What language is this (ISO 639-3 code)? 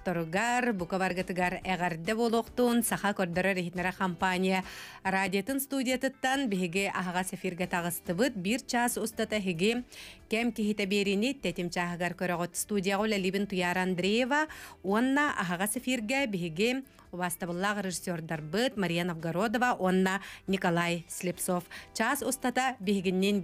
sah